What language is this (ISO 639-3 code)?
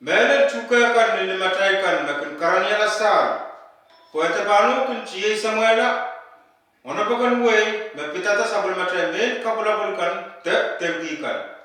pon